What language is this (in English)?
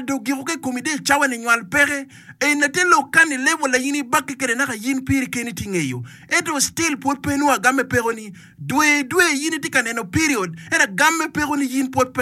Acoli